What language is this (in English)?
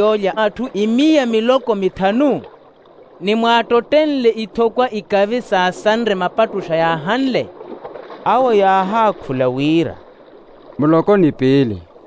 Makhuwa